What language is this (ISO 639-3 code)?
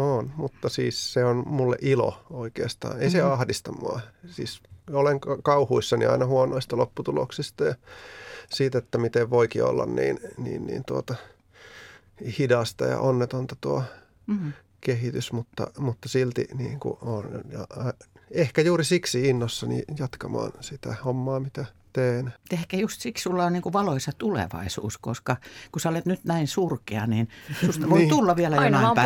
fin